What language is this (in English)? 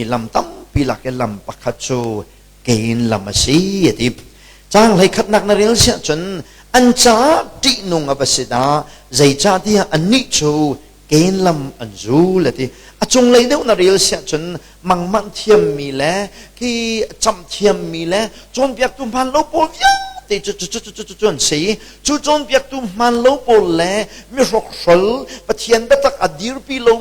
Hakha Chin